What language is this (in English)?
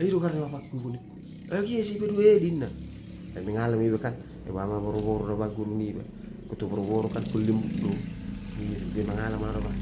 Batak Toba